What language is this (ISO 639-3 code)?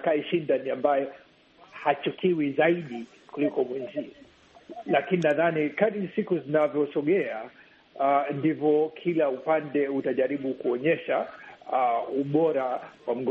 swa